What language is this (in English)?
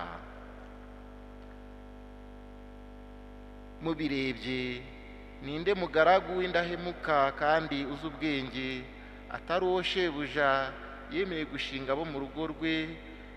Kinyarwanda